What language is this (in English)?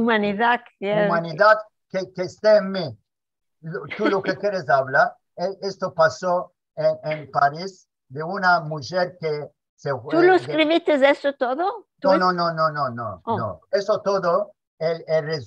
Ladino